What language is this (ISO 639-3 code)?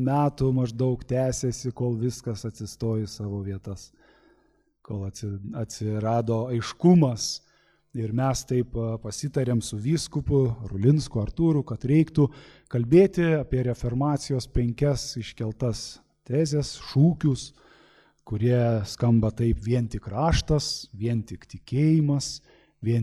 lit